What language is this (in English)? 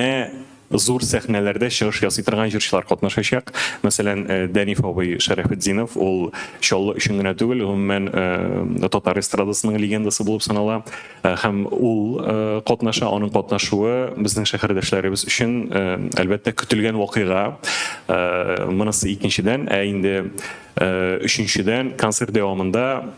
Tatar